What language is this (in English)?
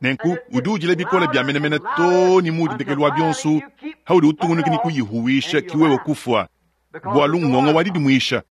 Luba-Lulua